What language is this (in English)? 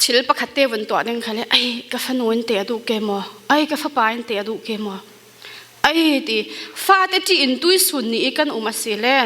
Falam Chin